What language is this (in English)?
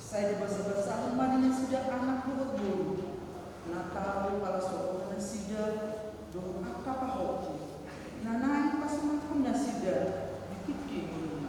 Batak Toba